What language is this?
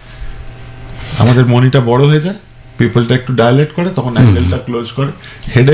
Bangla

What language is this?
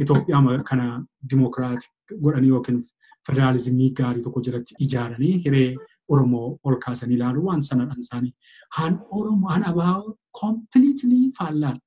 Oromo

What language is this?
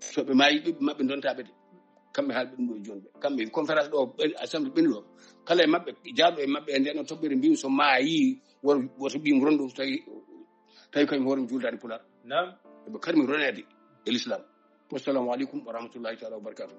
Fula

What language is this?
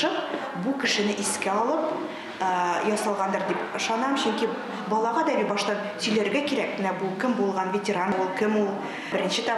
Tatar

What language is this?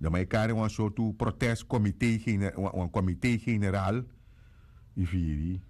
Sranan Tongo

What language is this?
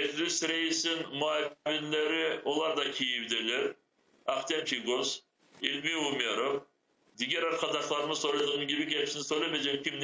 Crimean Tatar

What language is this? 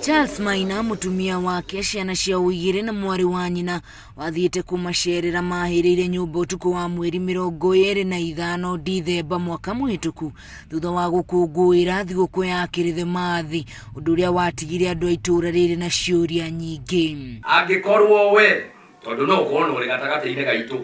Kikuyu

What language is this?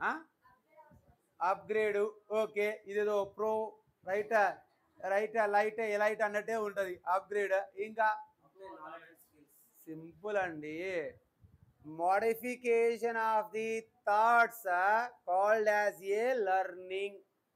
Telugu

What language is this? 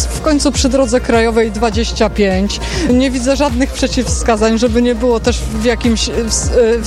Polish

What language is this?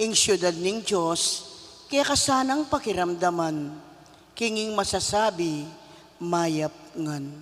Pampanga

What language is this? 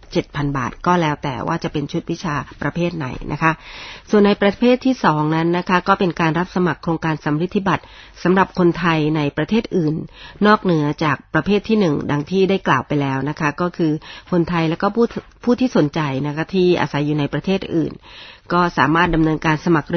Thai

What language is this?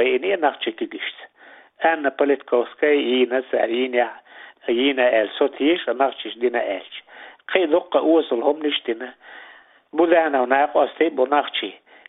Chechen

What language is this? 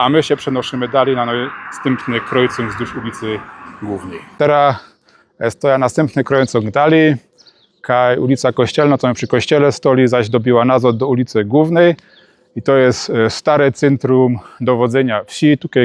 Silesian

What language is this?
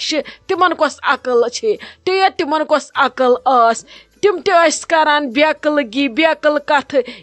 Kashmiri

